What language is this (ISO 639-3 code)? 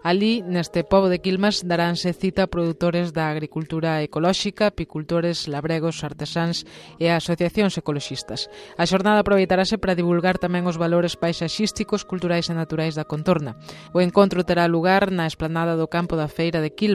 glg